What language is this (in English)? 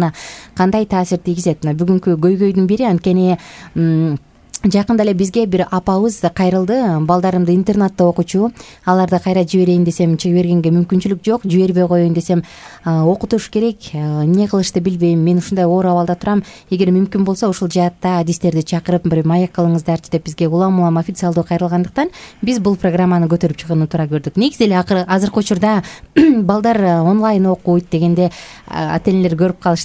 Kyrgyz